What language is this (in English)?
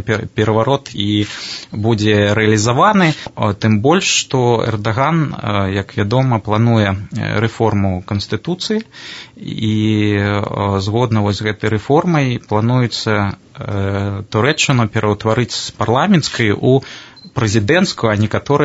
Belarusian